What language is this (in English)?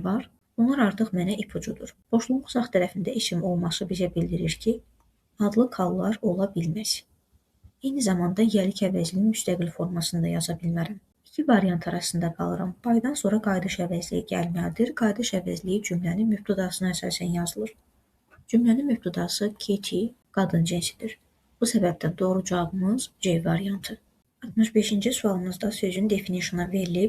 Azerbaijani